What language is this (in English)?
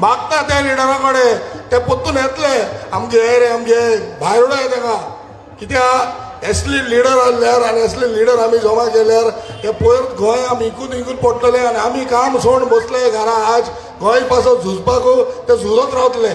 Konkani